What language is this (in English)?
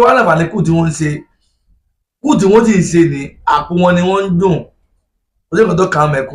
Yoruba